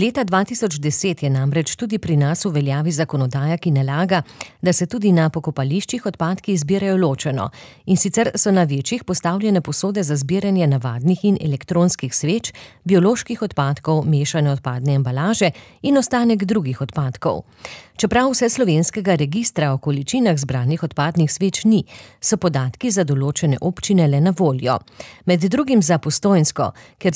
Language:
Slovenian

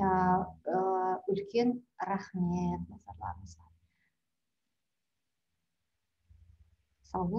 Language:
Kazakh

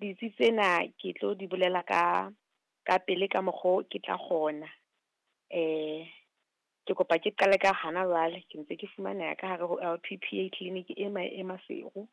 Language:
Southern Sotho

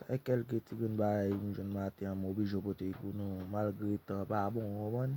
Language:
Haitian Creole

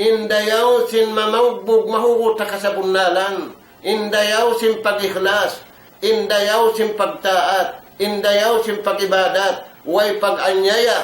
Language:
Tausug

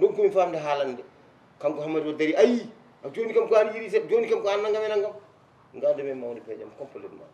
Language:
Fula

